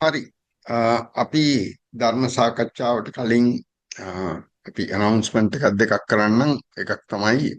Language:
Sinhala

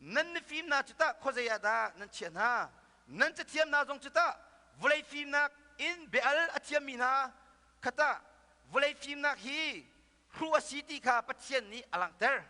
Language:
Hakha Chin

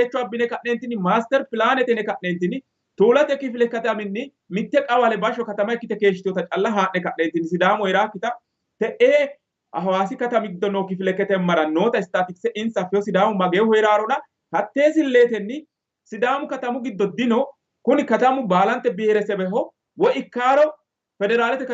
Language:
Sidamo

